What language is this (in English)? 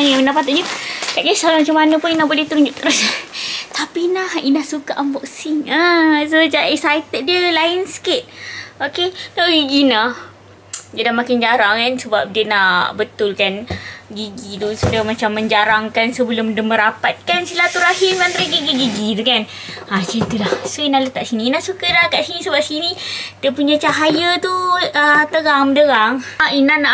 Malay